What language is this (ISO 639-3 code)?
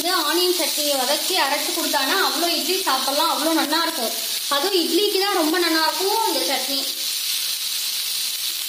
tam